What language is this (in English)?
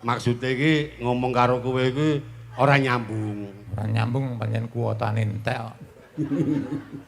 Javanese